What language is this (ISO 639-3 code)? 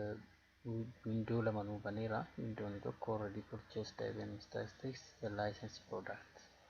orm